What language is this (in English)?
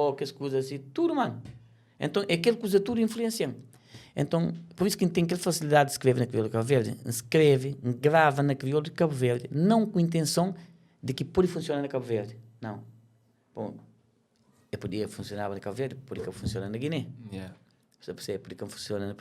Kabuverdianu